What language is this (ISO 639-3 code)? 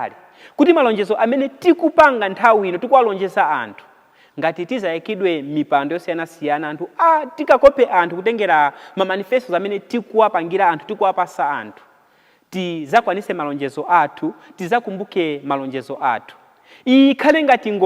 nya